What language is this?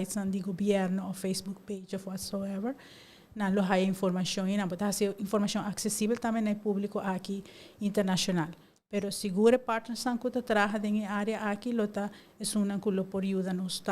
Papiamento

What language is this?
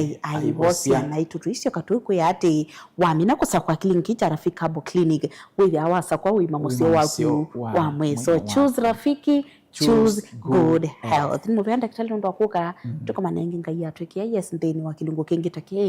Kamba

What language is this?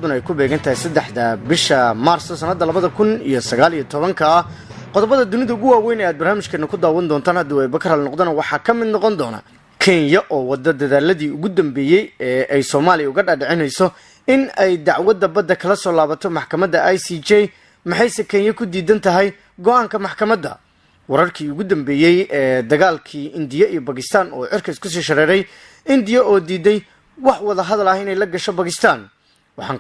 Somali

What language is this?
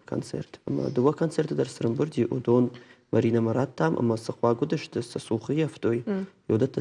Ossetic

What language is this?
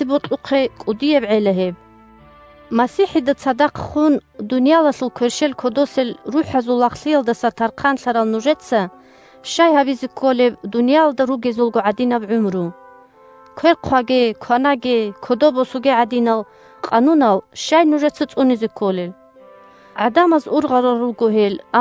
Avaric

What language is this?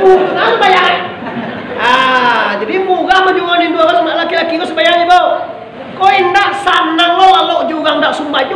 Minangkabau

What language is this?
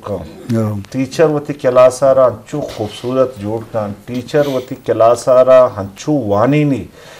Eastern Balochi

